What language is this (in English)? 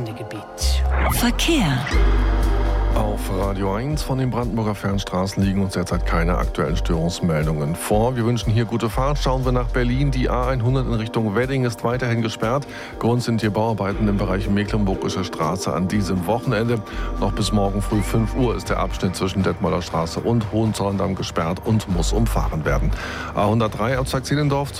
German